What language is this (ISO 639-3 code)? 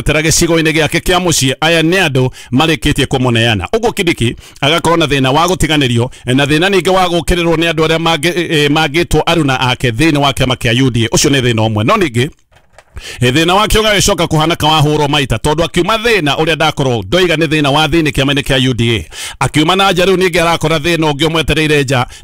kik